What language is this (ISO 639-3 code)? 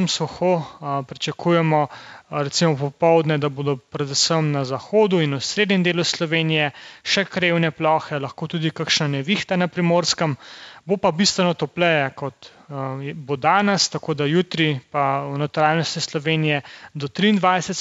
slv